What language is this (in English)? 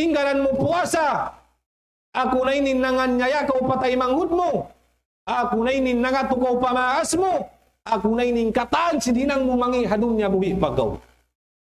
Tausug